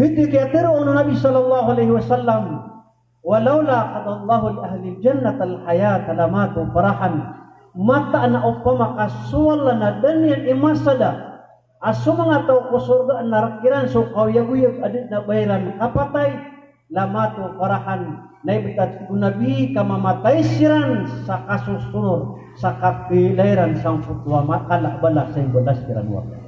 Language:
Maranao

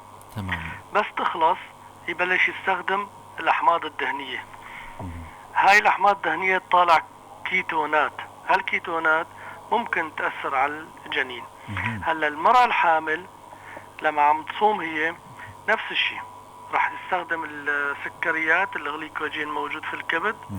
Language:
North Levantine Arabic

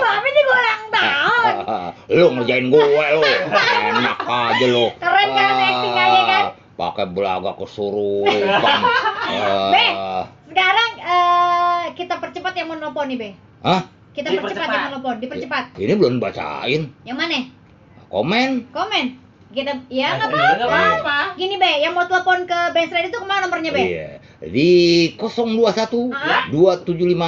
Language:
Betawi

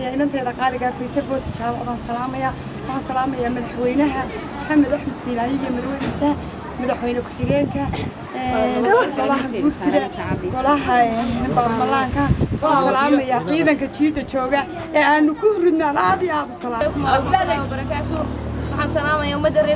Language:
Somali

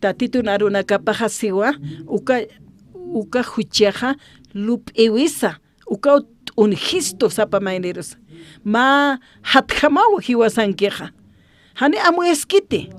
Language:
Aymara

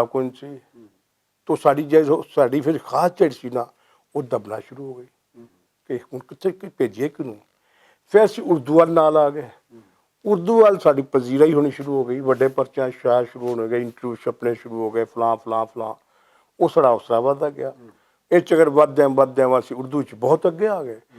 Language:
Western Panjabi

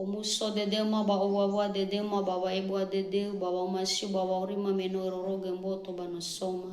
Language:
Nias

